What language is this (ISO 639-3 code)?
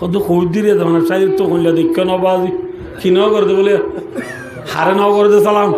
rhg